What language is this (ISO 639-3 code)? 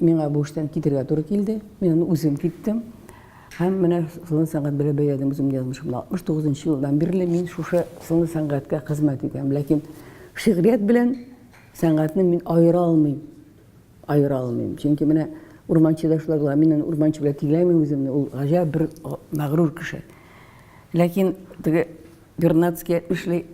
tat